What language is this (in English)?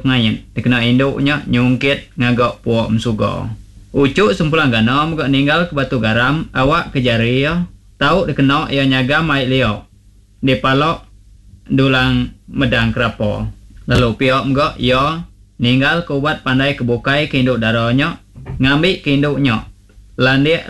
Iban